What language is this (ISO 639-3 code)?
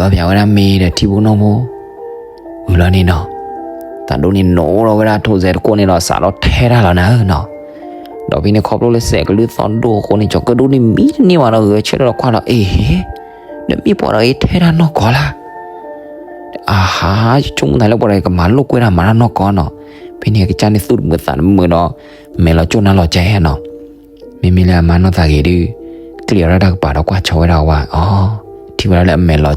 ksw